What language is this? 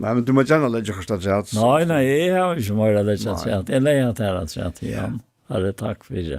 Faroese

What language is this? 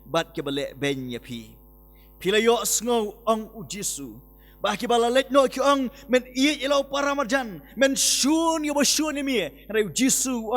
Khasi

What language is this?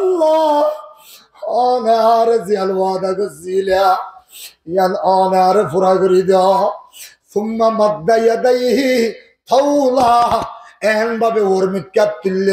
Rohingya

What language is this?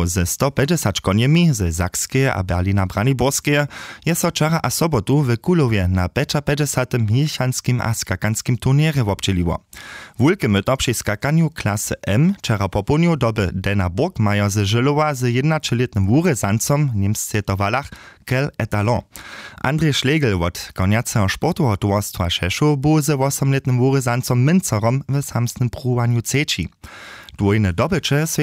Upper Sorbian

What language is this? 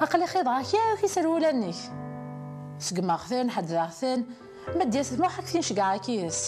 Kabyle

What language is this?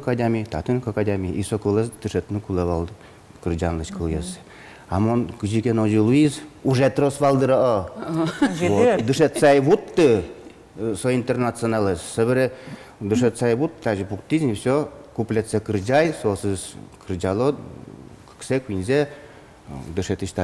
Udmurt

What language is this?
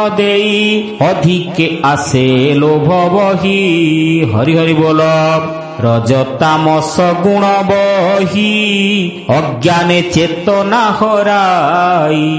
Odia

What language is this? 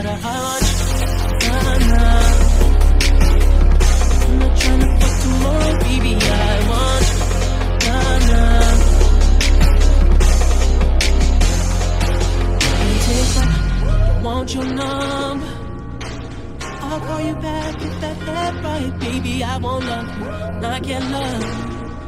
English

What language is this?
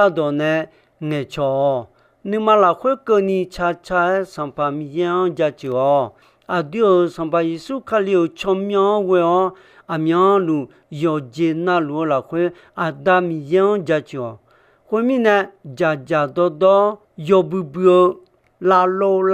Akha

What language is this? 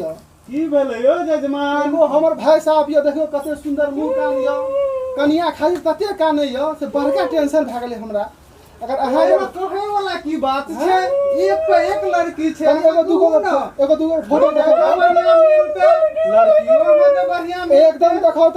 Maithili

